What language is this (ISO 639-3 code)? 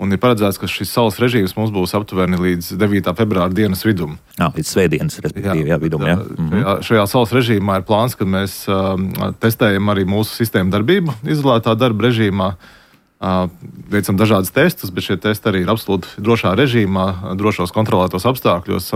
lav